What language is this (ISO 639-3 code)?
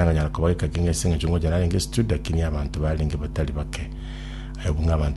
guz